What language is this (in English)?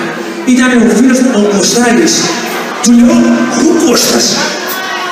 Greek